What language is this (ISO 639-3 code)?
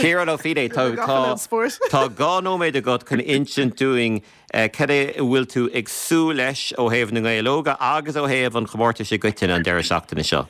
gle